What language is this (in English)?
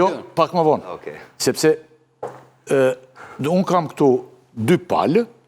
Albanian